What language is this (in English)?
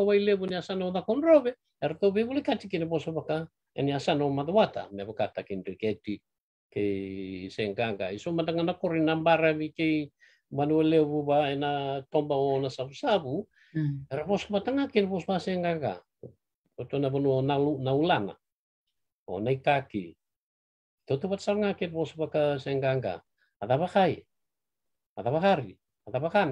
Fijian